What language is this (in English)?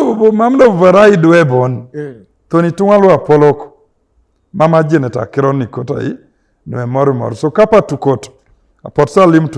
Teso